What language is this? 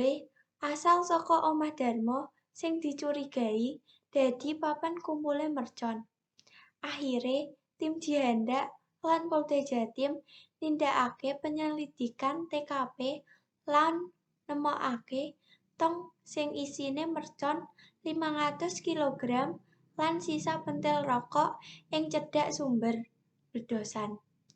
Javanese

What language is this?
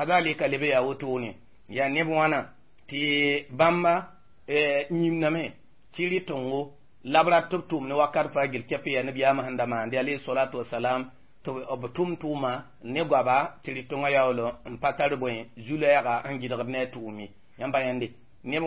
Mossi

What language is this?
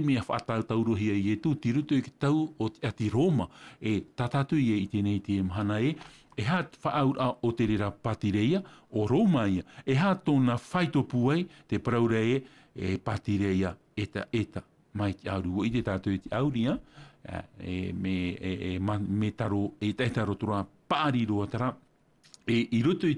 Tahitian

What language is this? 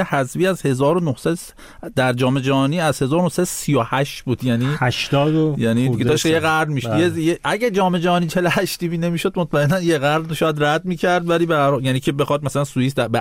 Persian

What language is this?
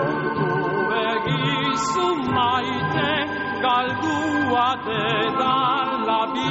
Basque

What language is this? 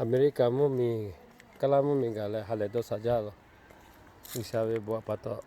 Lahu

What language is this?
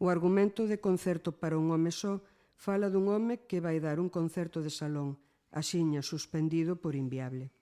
Galician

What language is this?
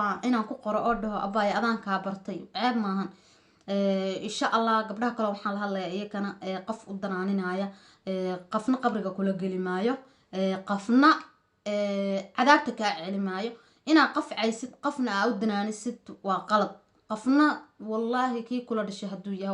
Somali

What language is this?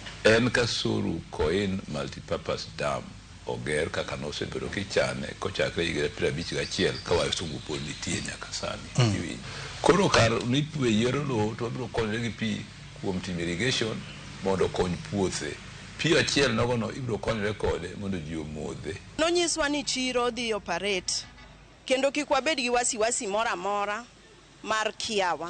Luo (Kenya and Tanzania)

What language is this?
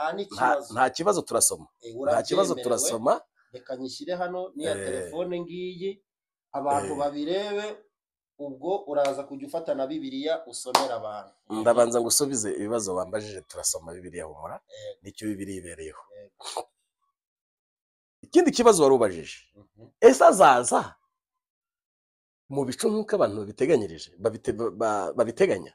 Kinyarwanda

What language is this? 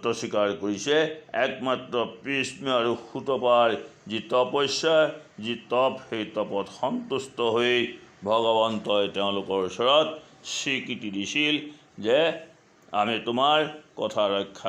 Assamese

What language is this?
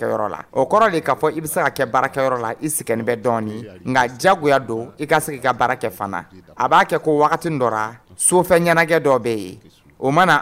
Dyula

